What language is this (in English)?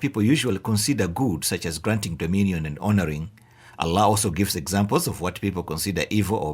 English